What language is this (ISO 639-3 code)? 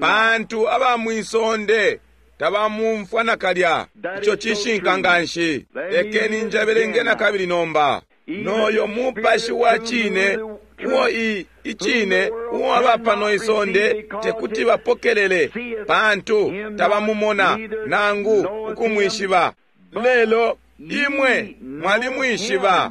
bem